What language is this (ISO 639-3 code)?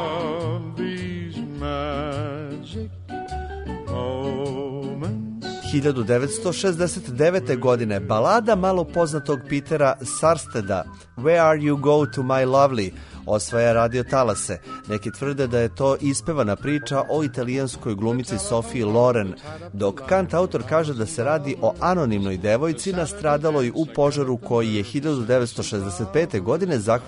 srp